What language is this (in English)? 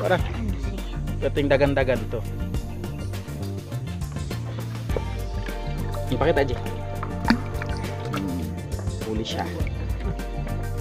Filipino